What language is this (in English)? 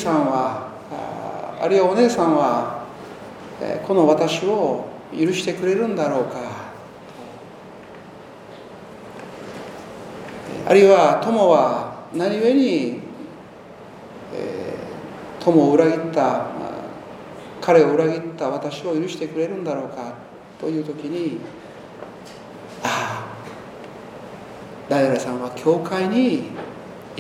Japanese